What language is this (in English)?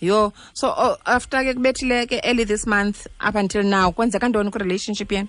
Xhosa